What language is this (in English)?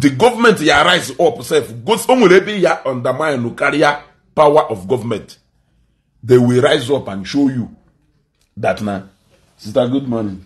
Igbo